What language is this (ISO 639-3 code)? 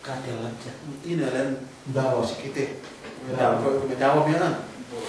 yka